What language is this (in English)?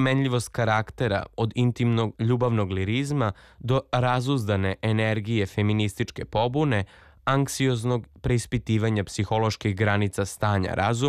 Serbian